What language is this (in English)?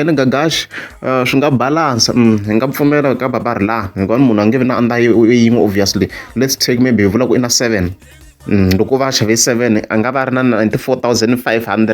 Tsonga